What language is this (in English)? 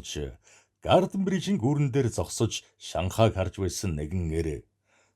Mongolian